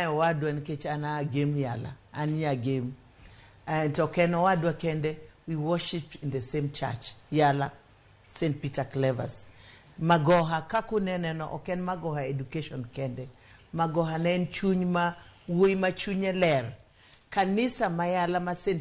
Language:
Luo (Kenya and Tanzania)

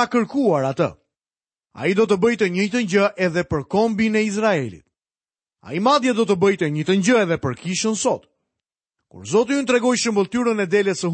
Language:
Albanian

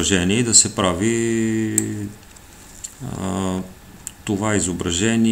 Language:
Bulgarian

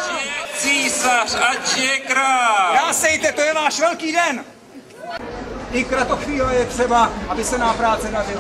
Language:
Czech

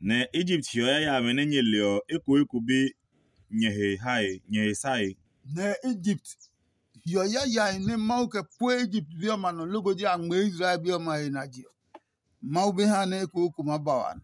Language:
Adangme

